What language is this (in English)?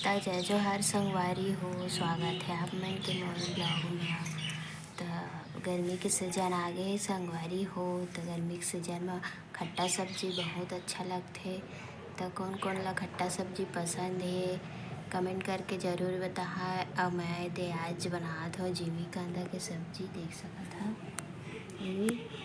Chhattisgarhi